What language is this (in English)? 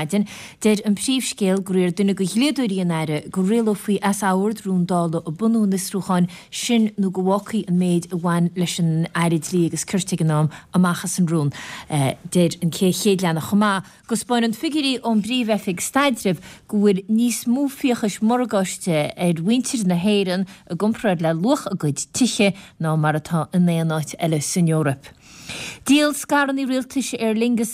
Irish